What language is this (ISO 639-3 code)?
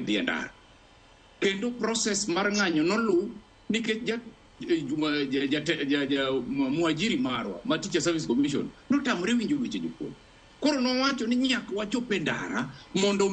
luo